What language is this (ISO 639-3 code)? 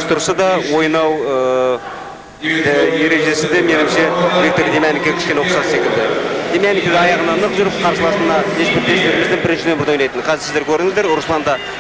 kaz